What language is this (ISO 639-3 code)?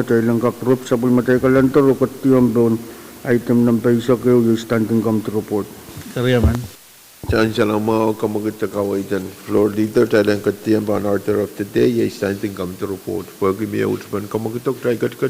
pon